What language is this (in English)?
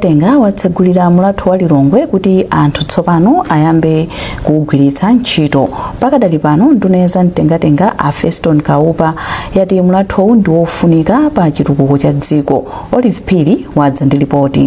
Nyanja